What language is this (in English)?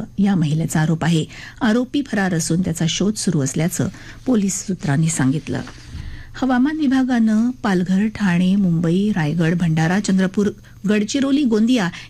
Marathi